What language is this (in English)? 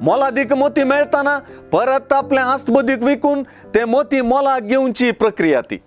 Konkani